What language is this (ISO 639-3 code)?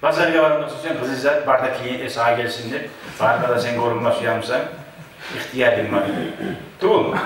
kum